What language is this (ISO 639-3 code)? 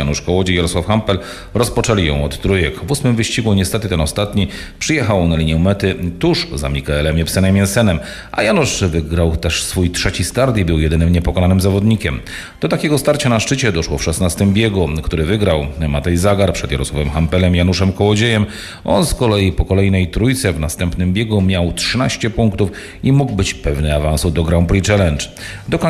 pol